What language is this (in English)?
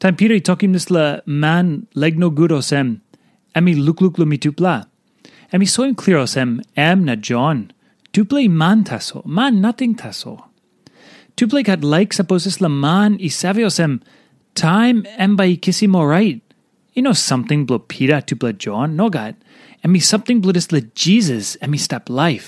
Tok Pisin